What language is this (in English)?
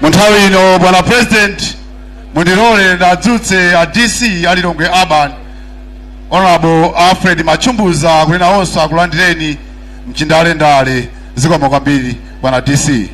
Nyanja